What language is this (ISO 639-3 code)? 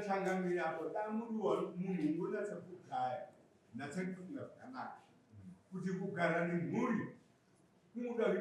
sna